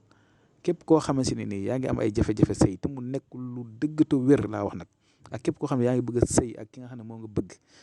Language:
Wolof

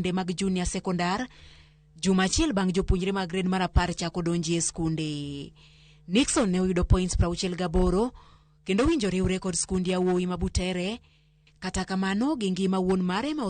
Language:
Luo (Kenya and Tanzania)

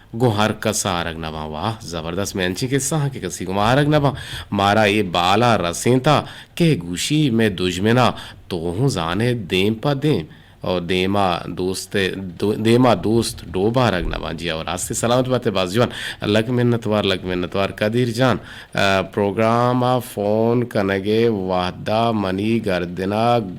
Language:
Eastern Balochi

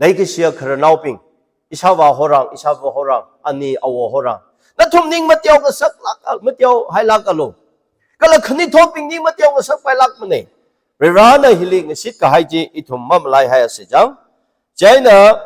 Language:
Tangkhul Naga (India)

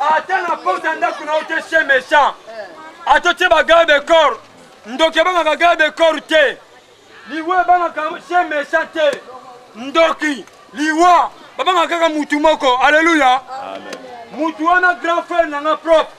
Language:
Lingala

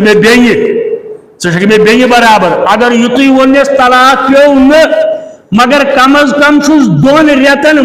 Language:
Kashmiri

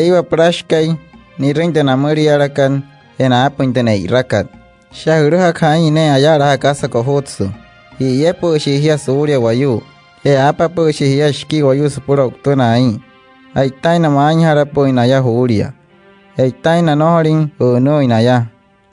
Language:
Wayuu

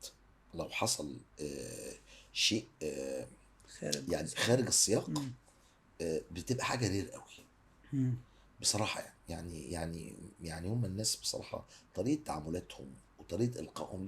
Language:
Egyptian Arabic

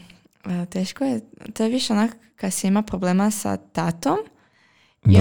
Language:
Croatian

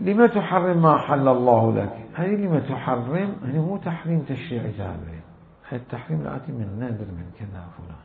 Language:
Mesopotamian Arabic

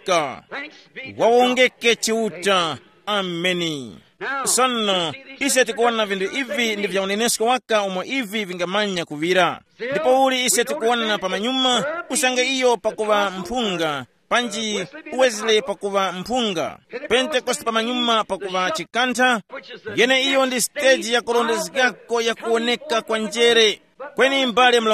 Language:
Tumbuka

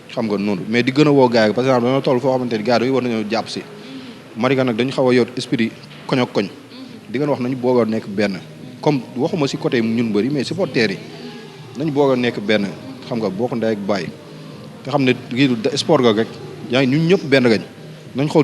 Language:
Wolof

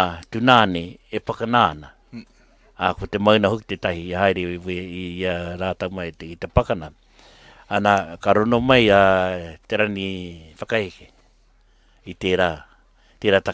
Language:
Māori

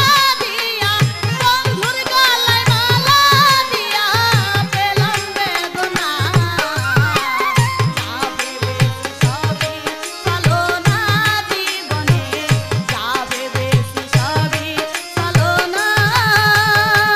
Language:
Bangla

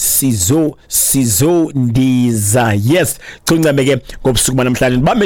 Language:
Xhosa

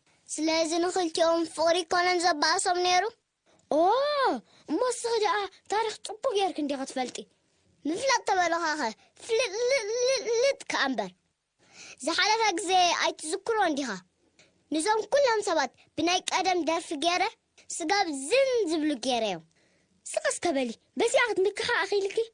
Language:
Tigrinya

